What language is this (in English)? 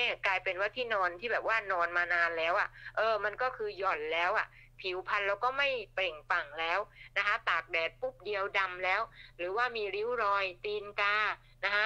Thai